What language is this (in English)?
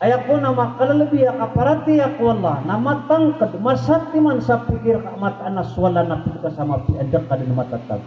Maranao